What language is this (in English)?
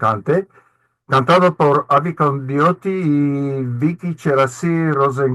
Ladino